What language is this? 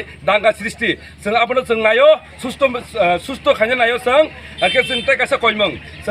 Kok Borok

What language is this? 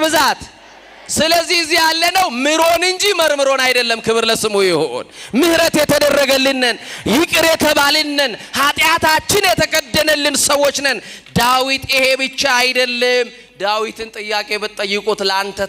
Amharic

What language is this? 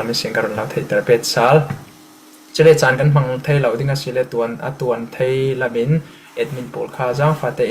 Falam Chin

